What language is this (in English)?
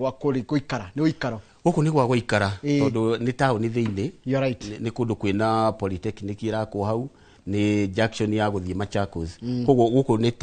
Kikuyu